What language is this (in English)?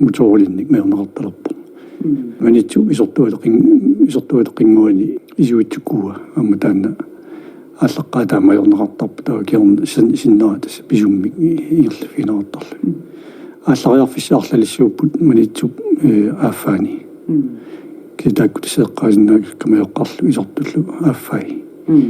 Kalaallisut